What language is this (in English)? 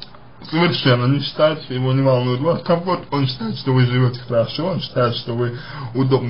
Russian